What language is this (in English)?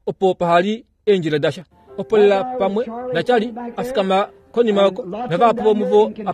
Kuanyama